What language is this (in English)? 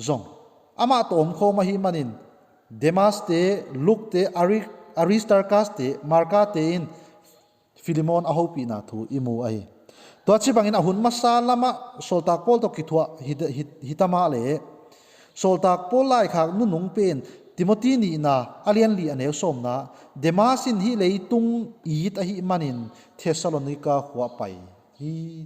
Tedim Chin